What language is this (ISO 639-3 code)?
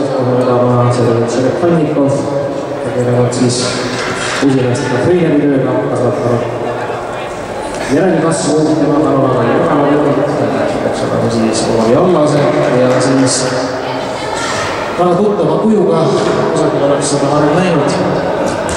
est